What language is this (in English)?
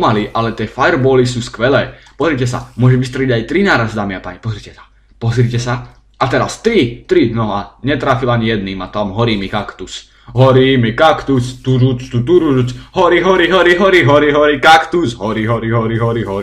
Slovak